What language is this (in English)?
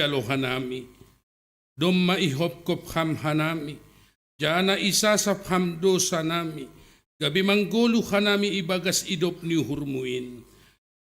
Batak Simalungun